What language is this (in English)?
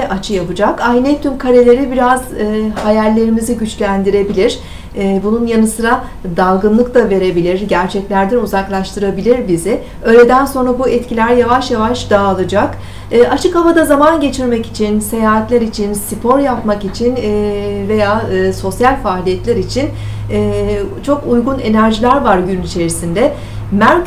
Turkish